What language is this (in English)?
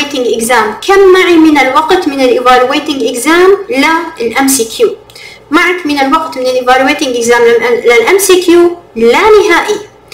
Arabic